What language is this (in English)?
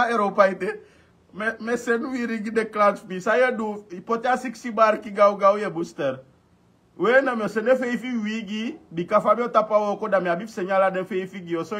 Sranan Tongo